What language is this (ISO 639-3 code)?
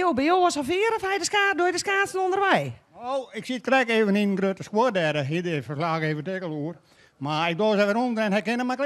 fry